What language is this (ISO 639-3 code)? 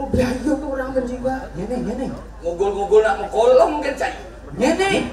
ban